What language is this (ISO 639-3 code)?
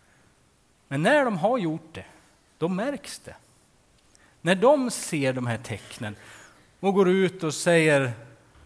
swe